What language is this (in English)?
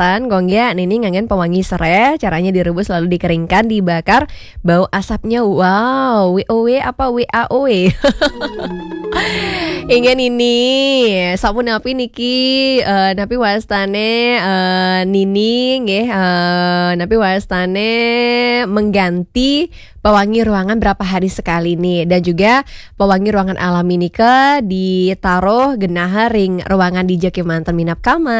Balinese